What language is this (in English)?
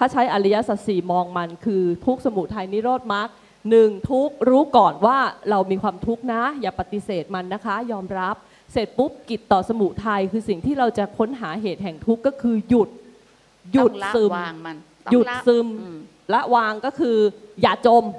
Thai